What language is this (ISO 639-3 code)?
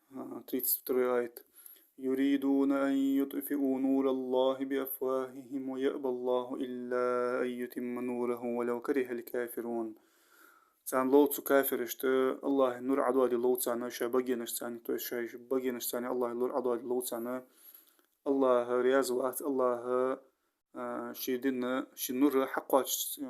inh